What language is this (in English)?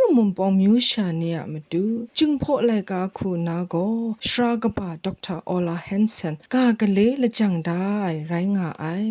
Kachin